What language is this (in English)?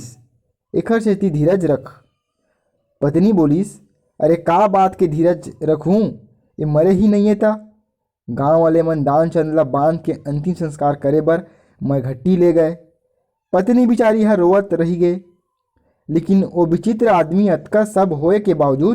Chhattisgarhi